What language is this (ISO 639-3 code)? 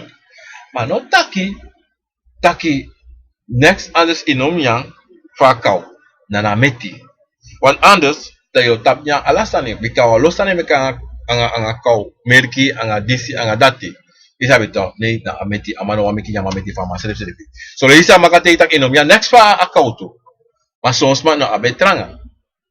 srn